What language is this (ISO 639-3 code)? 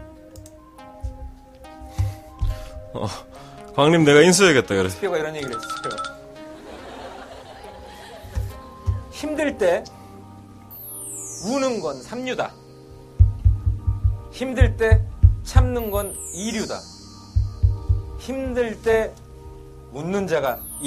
kor